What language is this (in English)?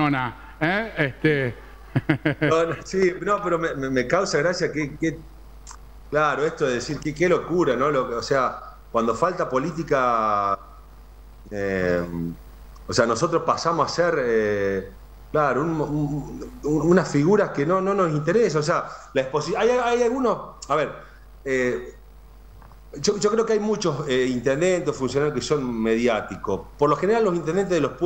Spanish